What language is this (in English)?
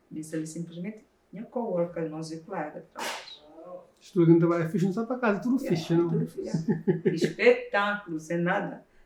Kabuverdianu